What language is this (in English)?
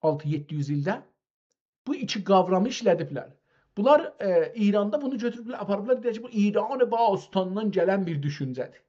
South Azerbaijani